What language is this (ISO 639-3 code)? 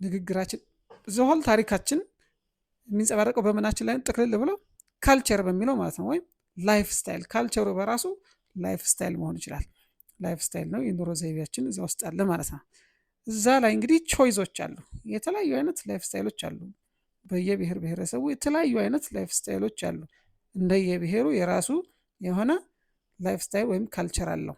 amh